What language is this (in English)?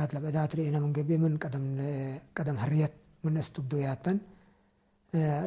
Tigrinya